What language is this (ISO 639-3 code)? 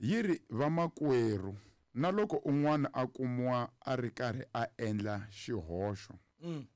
tso